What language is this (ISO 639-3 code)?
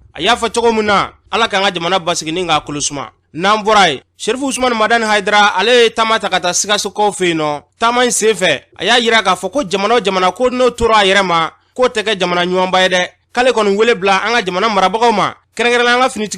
bam